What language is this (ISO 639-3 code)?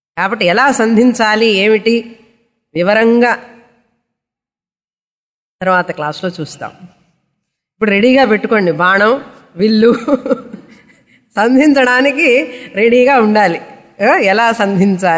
tel